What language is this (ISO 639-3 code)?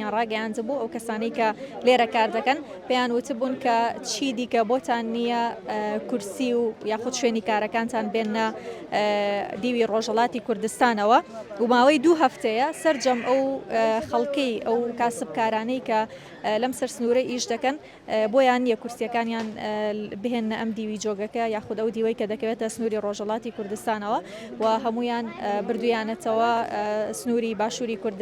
ckb